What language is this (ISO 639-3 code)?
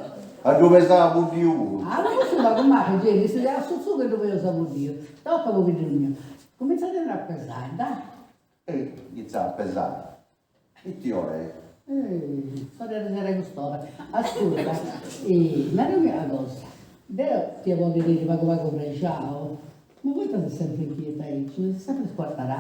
srd